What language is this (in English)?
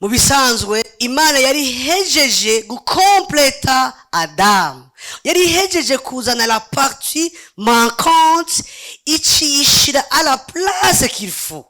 Rundi